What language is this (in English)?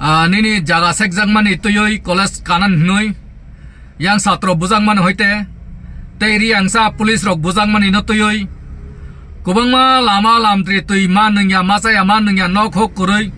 Kok Borok